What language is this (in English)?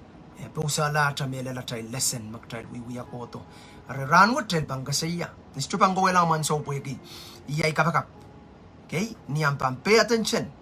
Pohnpeian